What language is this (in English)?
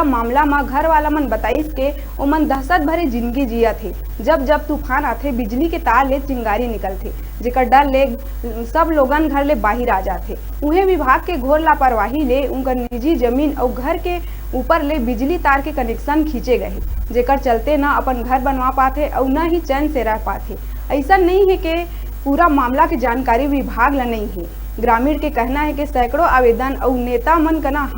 Chhattisgarhi